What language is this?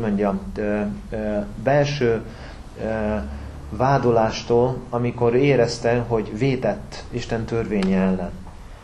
Hungarian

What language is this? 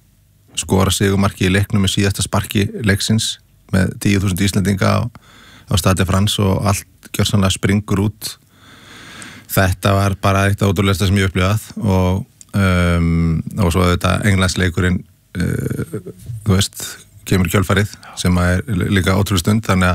Icelandic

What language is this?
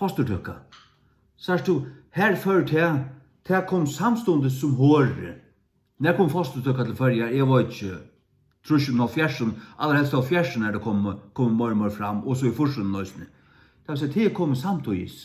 Faroese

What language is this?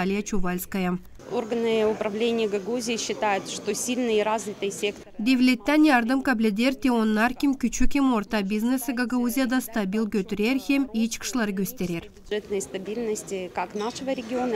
Gagauz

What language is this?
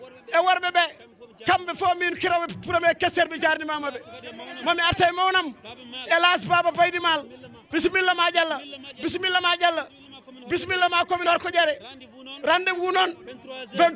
Fula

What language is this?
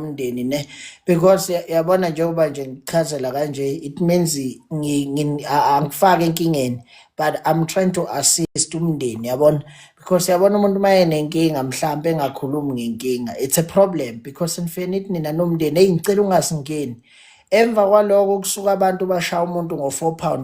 Zulu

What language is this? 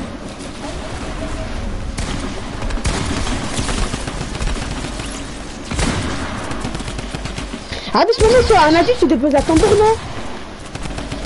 French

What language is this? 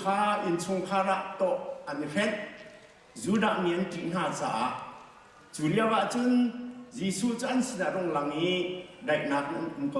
Hakha Chin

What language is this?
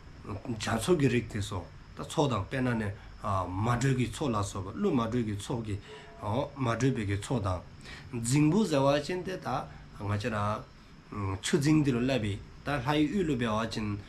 Dzongkha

